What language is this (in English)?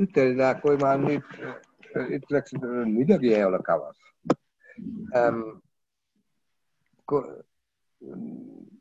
Estonian